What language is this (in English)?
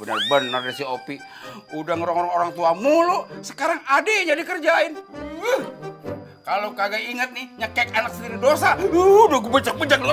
Betawi